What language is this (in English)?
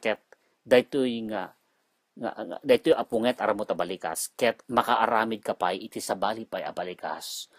Iloko